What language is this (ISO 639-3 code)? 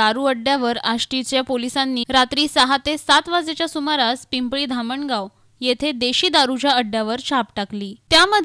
mar